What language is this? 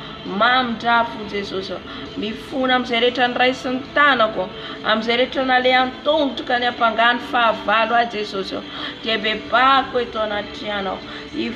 Malagasy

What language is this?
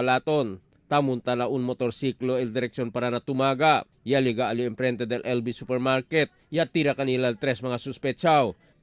Chavacano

